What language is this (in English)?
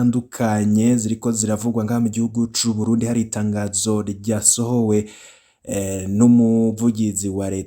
Rundi